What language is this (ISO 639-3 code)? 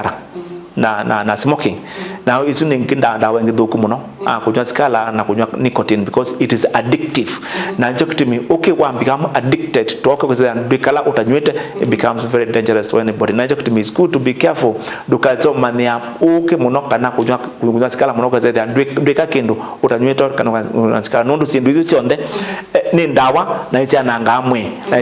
kam